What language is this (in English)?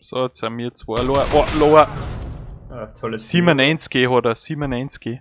Bavarian